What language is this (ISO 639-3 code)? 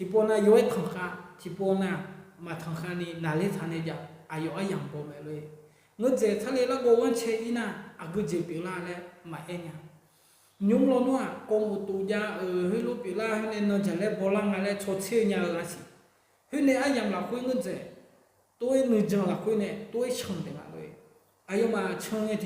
ahk